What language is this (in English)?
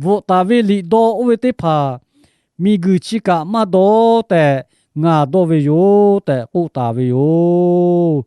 Lahu